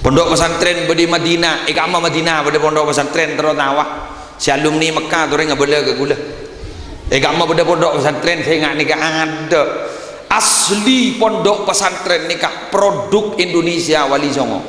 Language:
Madurese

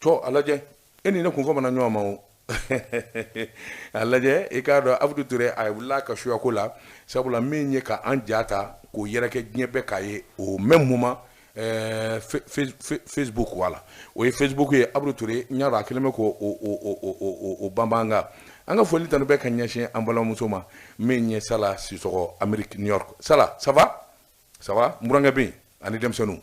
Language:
Bambara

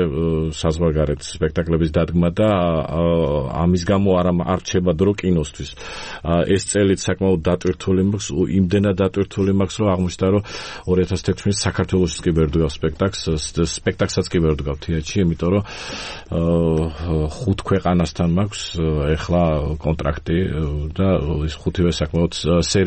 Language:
Georgian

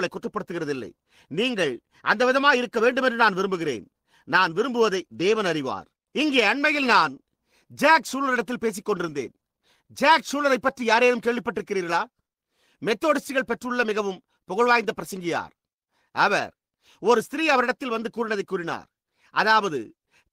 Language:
Tamil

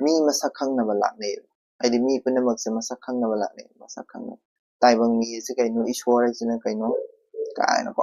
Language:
Manipuri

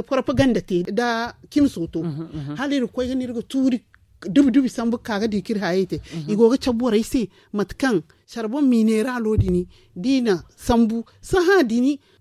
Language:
Zarma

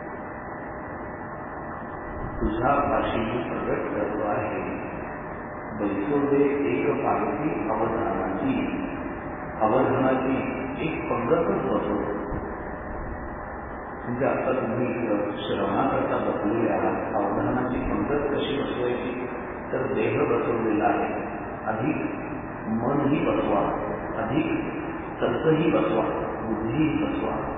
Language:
Marathi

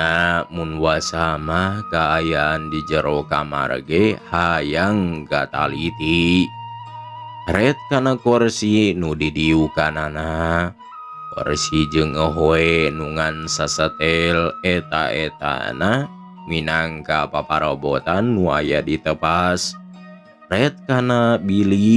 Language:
Sundanese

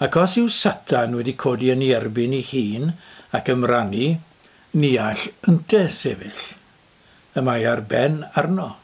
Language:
Welsh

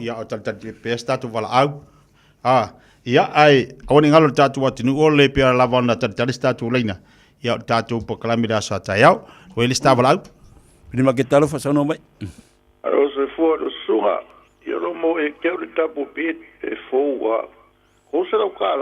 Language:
Samoan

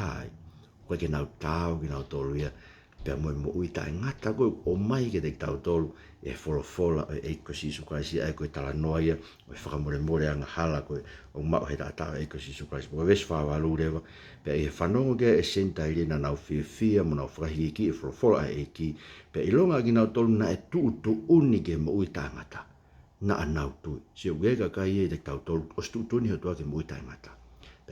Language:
Tongan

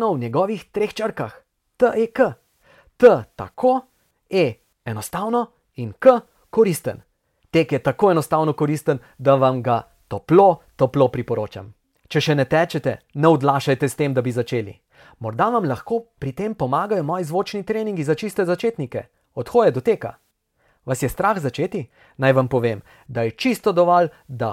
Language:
Slovenian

